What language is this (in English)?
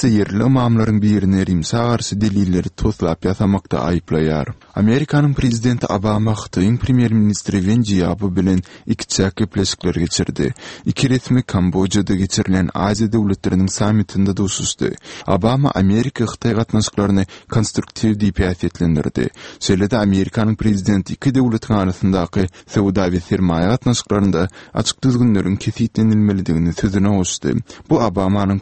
Turkmen